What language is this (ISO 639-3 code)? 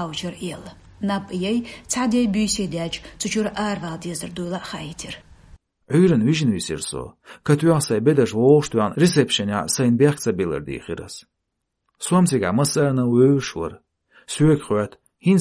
che